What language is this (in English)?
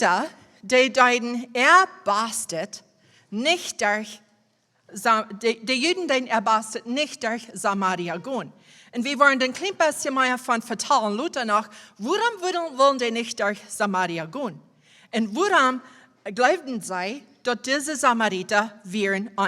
Plautdietsch